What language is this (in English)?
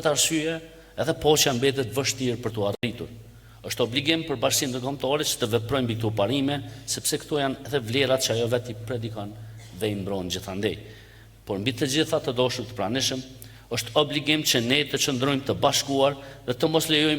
Albanian